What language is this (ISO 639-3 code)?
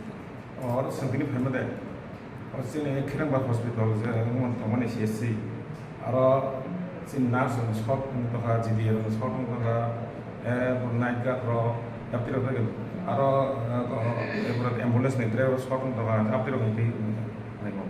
trp